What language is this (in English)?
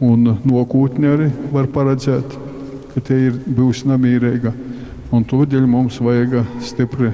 Latgalian